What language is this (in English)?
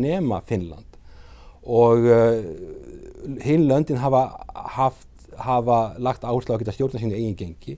Icelandic